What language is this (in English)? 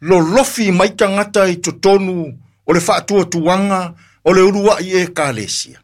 Samoan